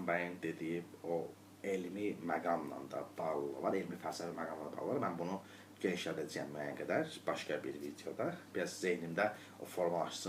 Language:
Azerbaijani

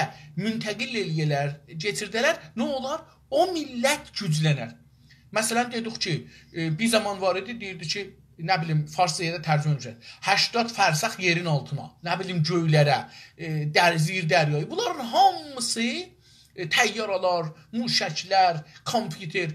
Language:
South Azerbaijani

